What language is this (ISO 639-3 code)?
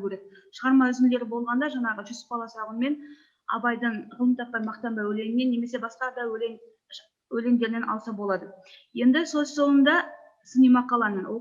kaz